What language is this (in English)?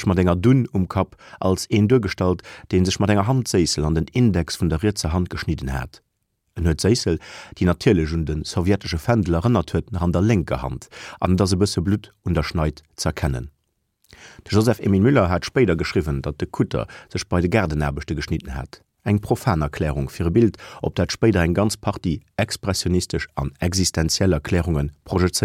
Luxembourgish